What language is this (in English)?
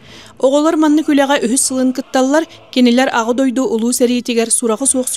Yakut